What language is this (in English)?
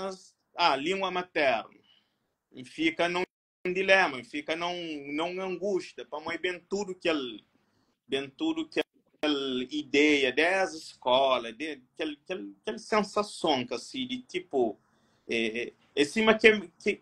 Kabuverdianu